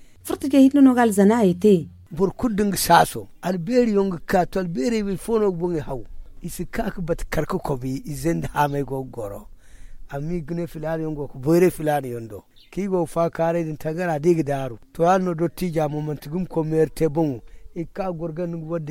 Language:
Zarma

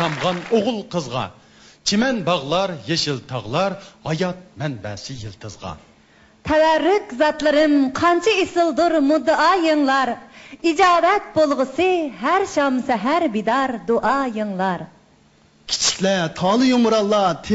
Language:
Uyghur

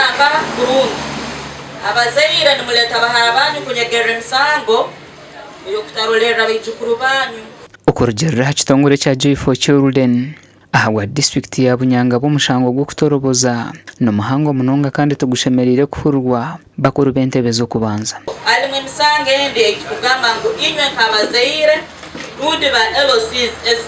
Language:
Nyankole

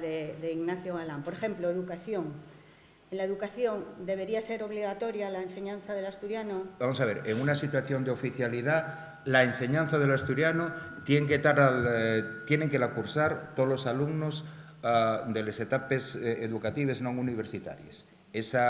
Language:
Asturian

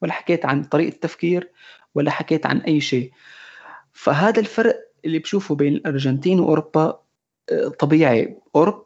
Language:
North Levantine Arabic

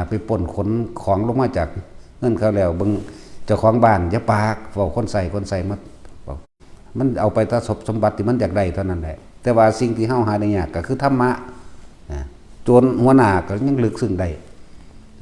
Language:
Northeastern Thai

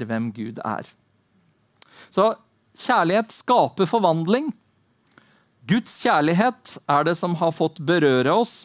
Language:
Norwegian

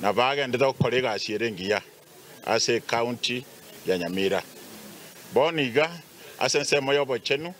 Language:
Gusii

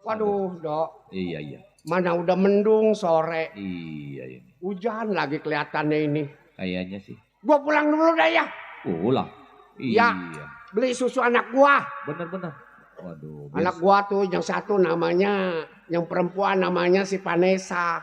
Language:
Betawi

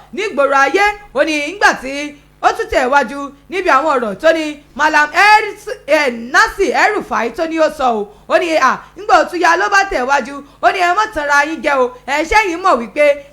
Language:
Yoruba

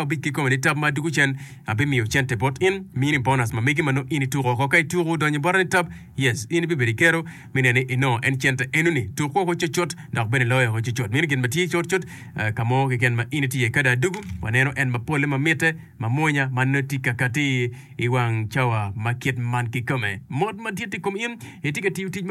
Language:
Acoli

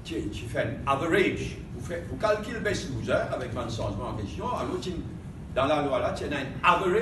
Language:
Morisyen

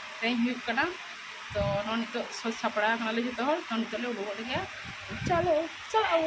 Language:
Santali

